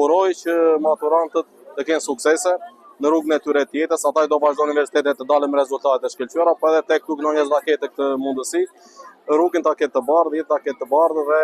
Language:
Albanian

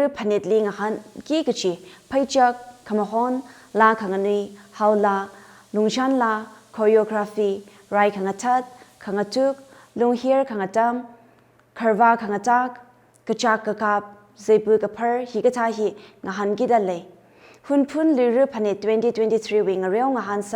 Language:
Tangkhul Naga (India)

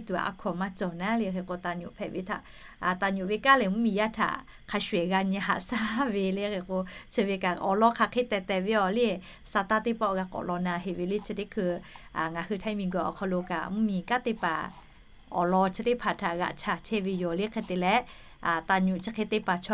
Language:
Lahu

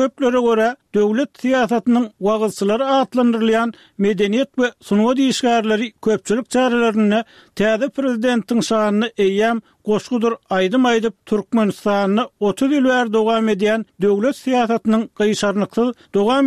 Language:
Turkmen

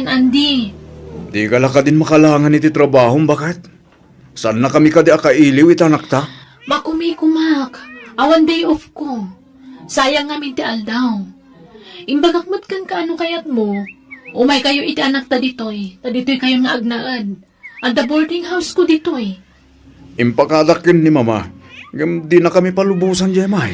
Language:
Iloko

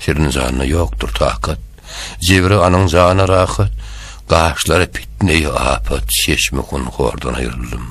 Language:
Turkmen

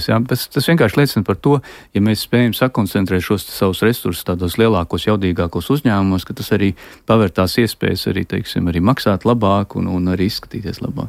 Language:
Latvian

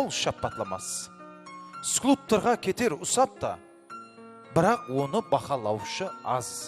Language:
Kara-Kalpak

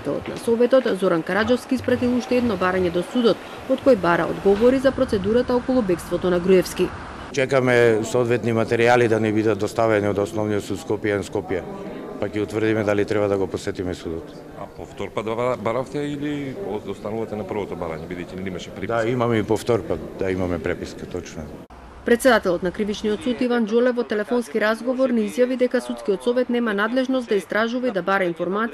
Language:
Macedonian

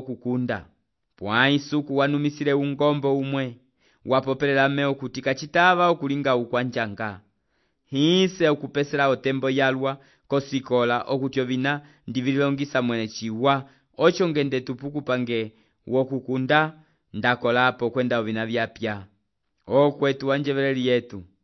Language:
Umbundu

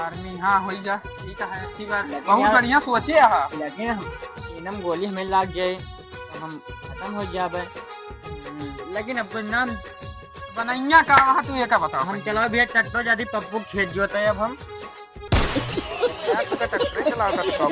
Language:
Awadhi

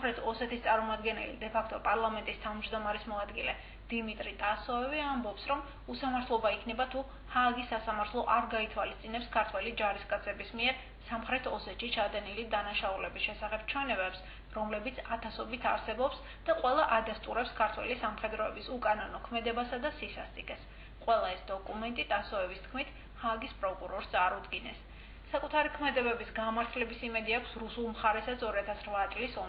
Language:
Georgian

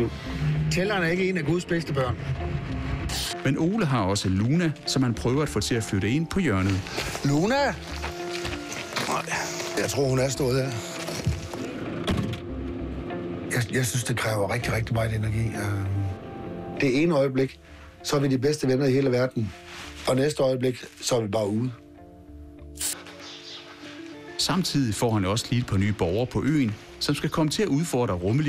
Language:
Danish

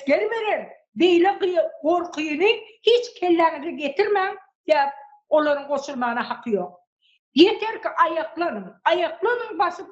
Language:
Turkmen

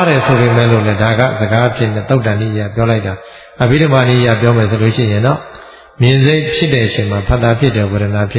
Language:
Burmese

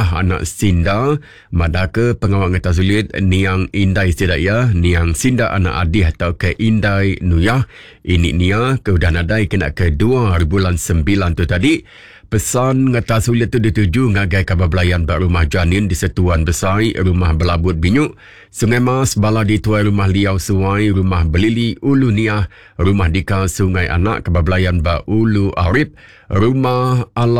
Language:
Iban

